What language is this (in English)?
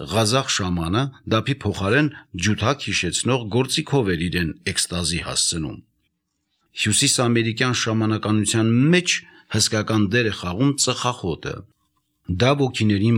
Armenian